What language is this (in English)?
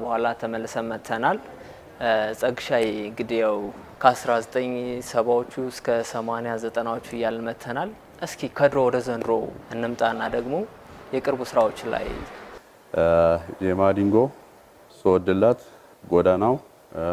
Amharic